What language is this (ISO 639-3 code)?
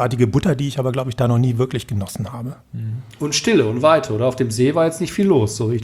deu